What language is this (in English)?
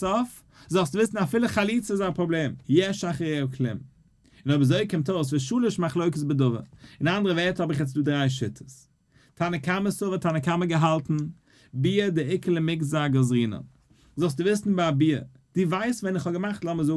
Yiddish